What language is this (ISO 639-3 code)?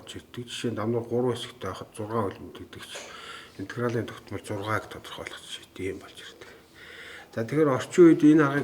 mon